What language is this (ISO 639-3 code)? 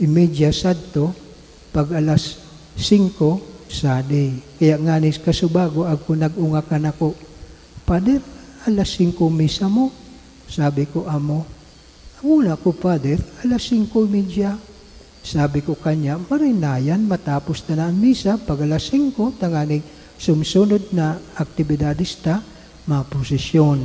bik